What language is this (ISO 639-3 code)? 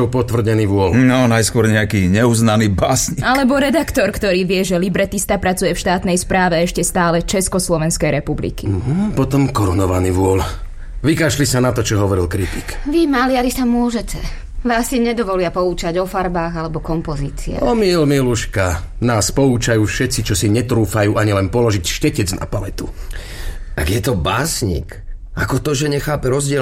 slk